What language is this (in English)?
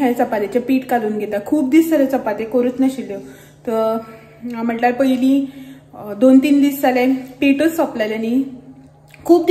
Konkani